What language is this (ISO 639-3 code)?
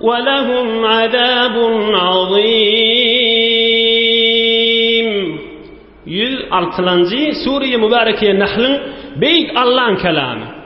tuk